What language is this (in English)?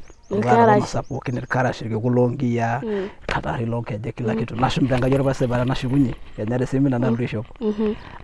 Masai